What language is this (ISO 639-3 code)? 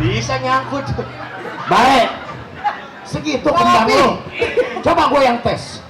bew